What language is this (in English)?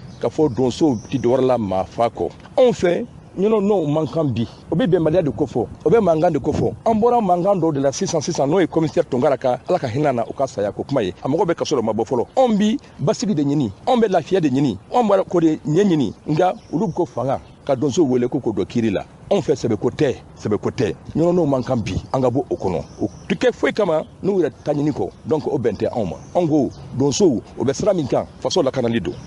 Bambara